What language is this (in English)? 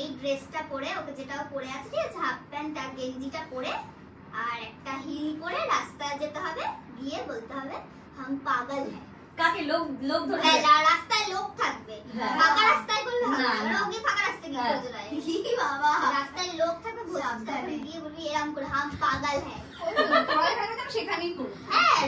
Bangla